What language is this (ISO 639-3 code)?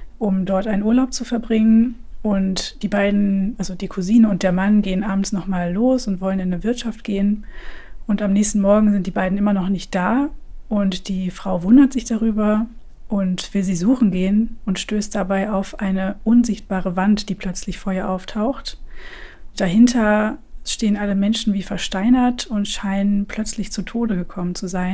deu